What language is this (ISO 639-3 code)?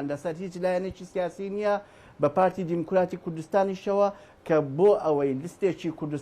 ckb